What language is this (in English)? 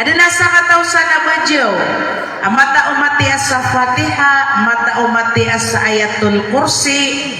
Maranao